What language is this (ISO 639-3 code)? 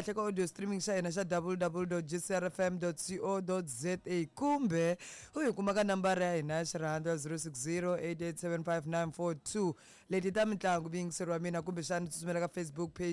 tso